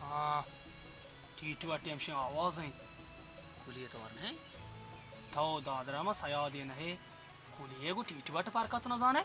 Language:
Baluchi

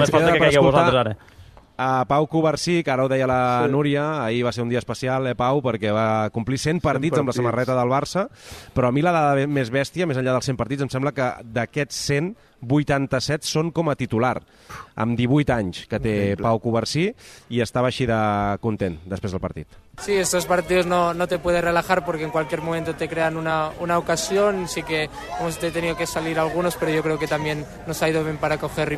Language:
Catalan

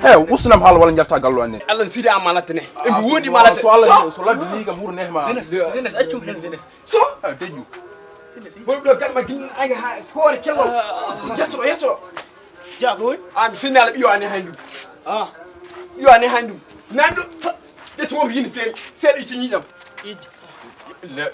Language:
Fula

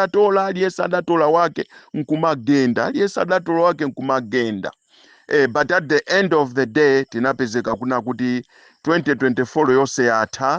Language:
Nyanja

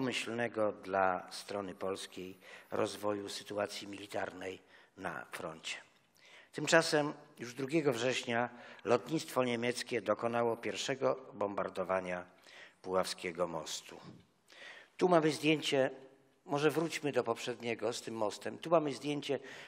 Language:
Polish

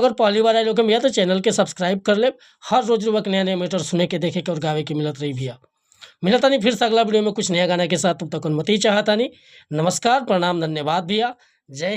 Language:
Bhojpuri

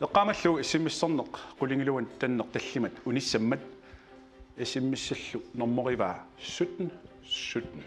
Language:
Kalaallisut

